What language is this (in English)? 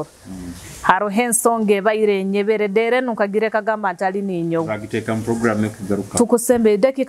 Nyoro